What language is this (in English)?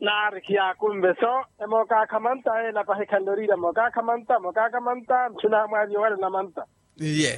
Makhuwa